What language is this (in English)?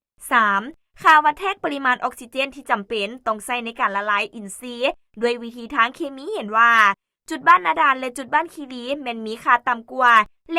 Lao